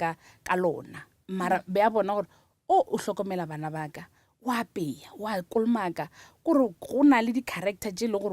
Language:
Northern Sotho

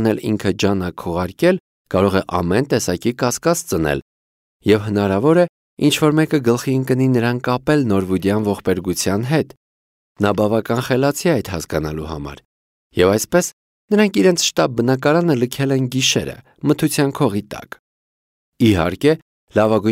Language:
Armenian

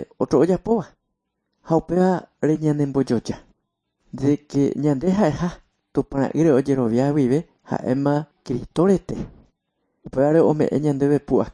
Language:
Guarani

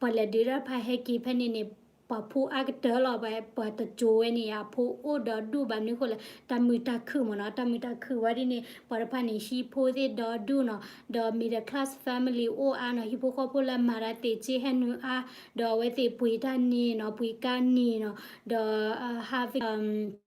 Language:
S'gaw Karen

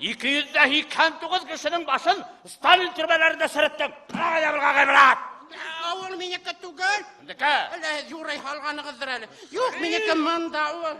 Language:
Bashkir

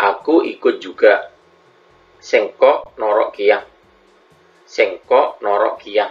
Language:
Madurese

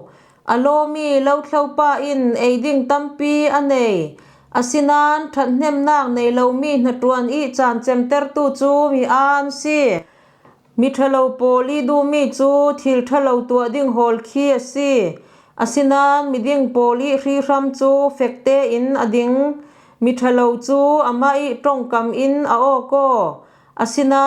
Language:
Falam Chin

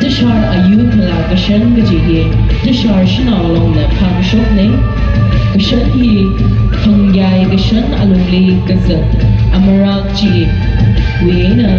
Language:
Tangkhul Naga (India)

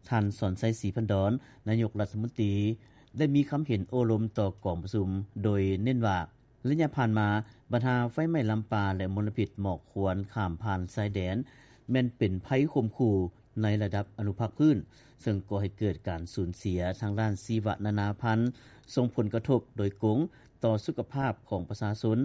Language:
Lao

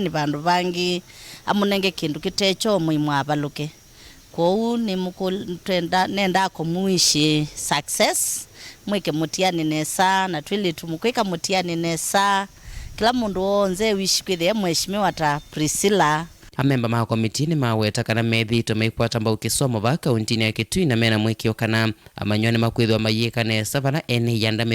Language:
Kamba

